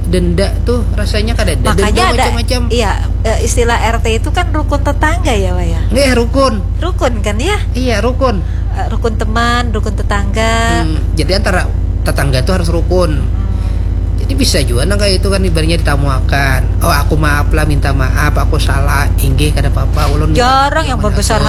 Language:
Banjar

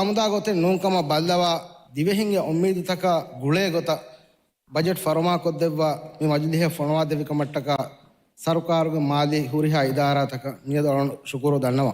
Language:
Divehi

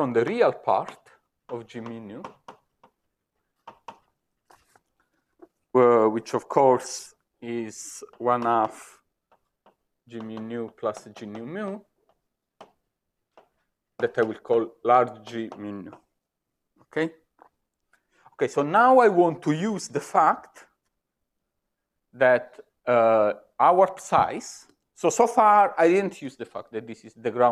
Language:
English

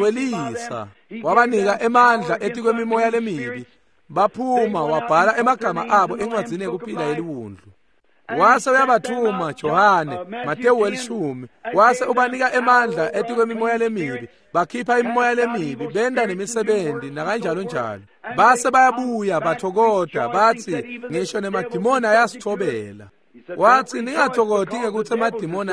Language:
Swati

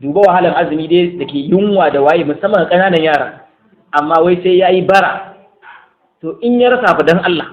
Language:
Hausa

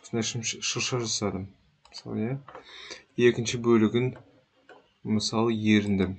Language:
Kazakh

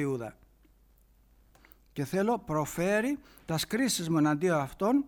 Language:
Greek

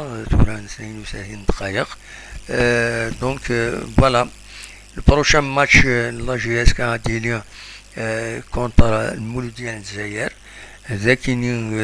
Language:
Kabyle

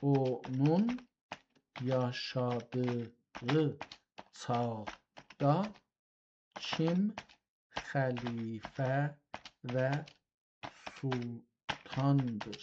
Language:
South Azerbaijani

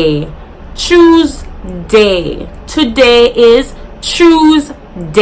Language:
Jamaican Creole English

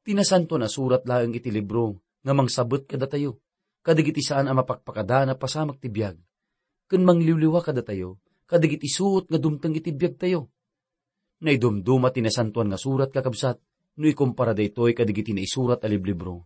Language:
Iloko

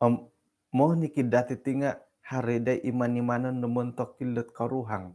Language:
Central Dusun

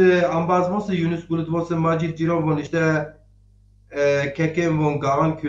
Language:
Zaza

